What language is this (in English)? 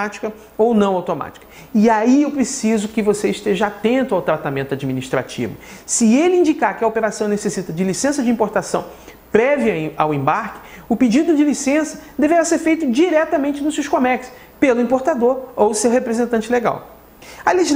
Portuguese